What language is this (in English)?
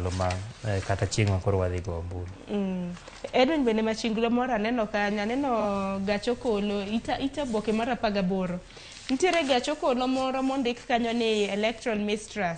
Luo (Kenya and Tanzania)